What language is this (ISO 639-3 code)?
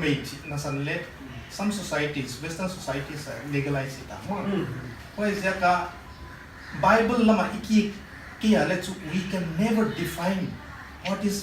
pck